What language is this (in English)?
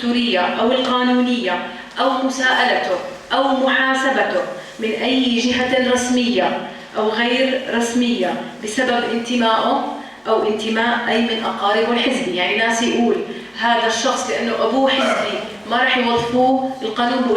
North Levantine Arabic